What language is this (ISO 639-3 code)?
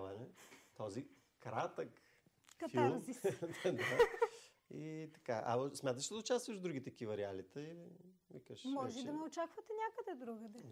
bul